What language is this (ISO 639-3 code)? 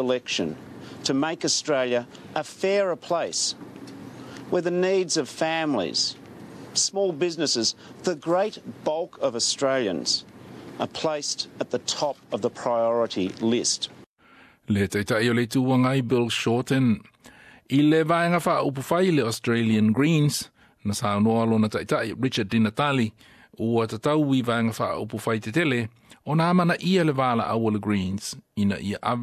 smo